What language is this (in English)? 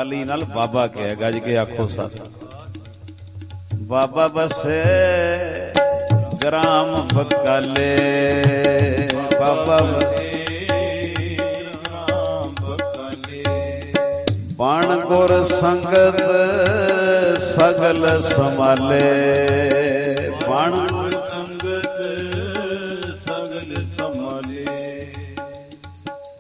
Punjabi